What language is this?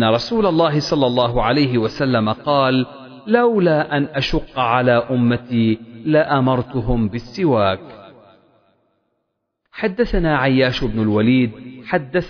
Arabic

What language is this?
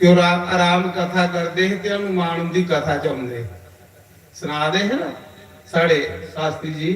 Dogri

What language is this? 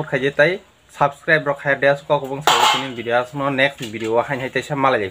Kok Borok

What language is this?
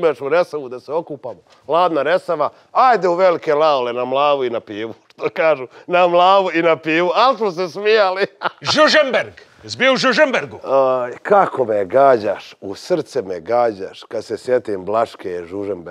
Serbian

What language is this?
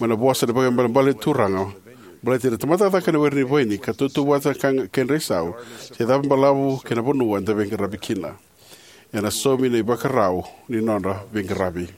Fijian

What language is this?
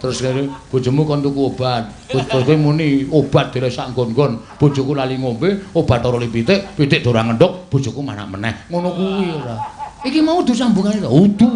Javanese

